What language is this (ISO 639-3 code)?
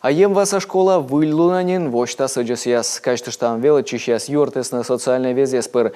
kom